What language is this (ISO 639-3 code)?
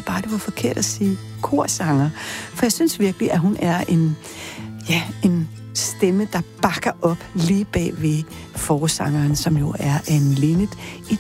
dan